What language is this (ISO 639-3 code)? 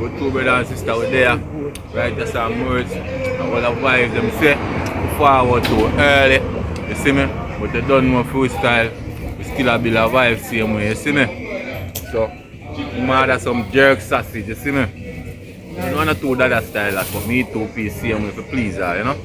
jam